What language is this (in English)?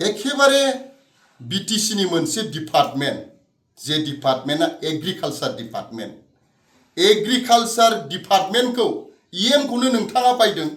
Bodo